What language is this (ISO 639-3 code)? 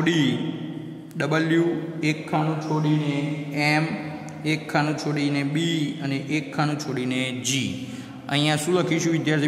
guj